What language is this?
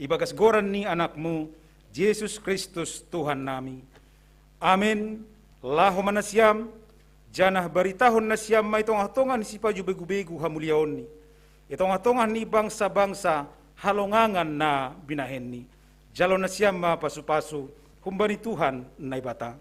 Batak Simalungun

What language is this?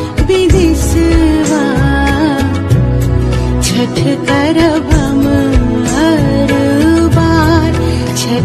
Bhojpuri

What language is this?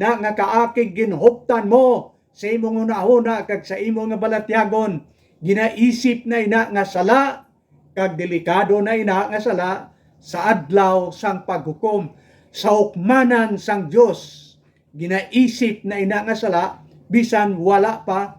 Hiligaynon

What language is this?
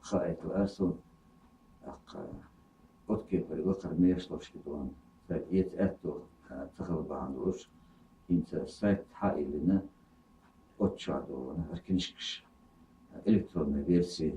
Chechen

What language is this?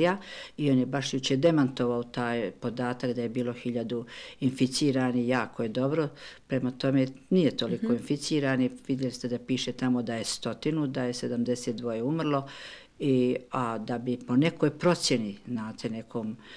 Bosnian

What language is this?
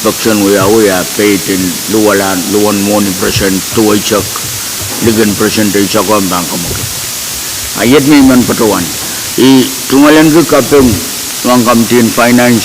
Pohnpeian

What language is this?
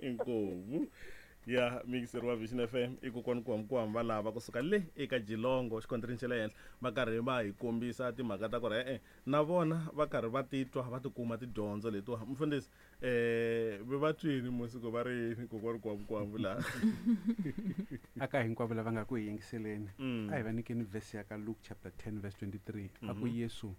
Tsonga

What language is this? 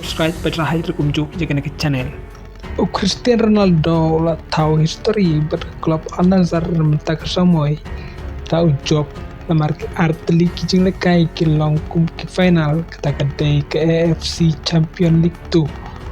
Khasi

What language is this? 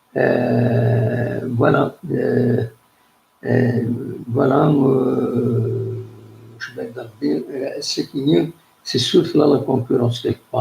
Kabyle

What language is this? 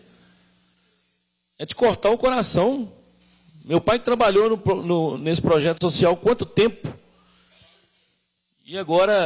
Portuguese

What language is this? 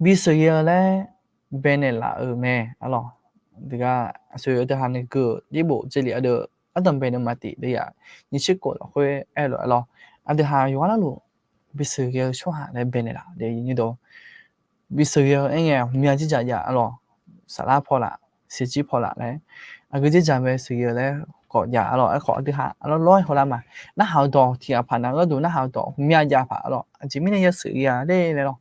Akha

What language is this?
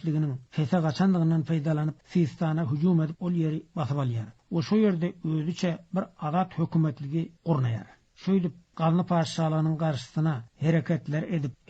Turkmen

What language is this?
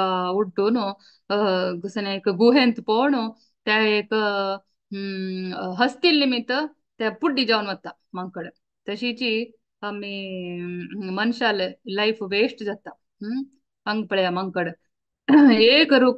Konkani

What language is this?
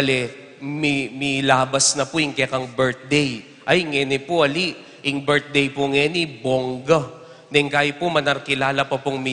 Pampanga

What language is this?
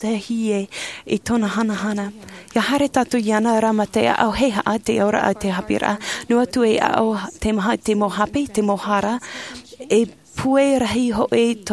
Tahitian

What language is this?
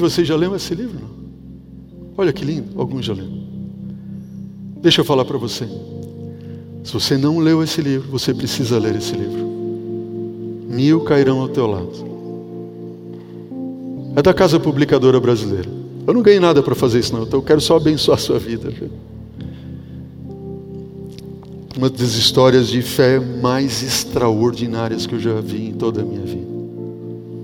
Portuguese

